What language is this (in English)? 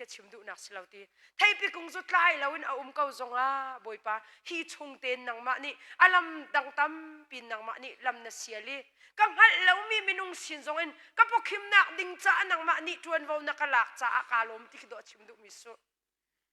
Hakha Chin